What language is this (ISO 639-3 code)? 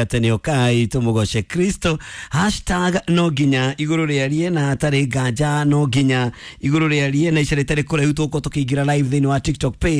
kik